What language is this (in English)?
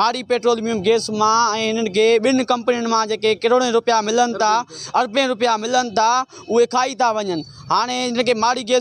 Sindhi